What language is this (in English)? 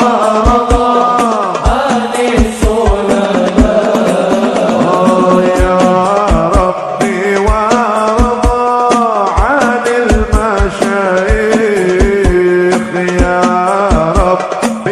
Arabic